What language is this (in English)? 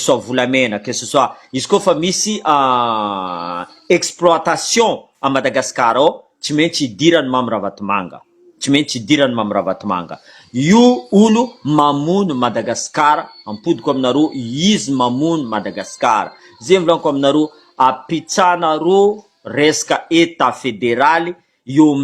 Malagasy